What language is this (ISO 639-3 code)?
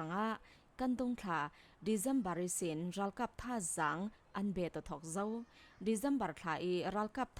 cfm